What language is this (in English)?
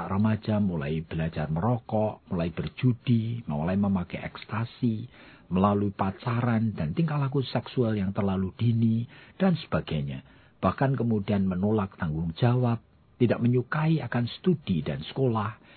Indonesian